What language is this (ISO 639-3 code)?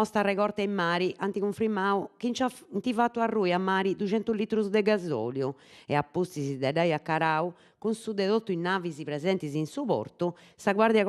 srd